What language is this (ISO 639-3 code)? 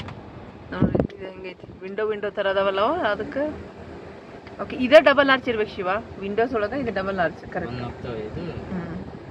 kan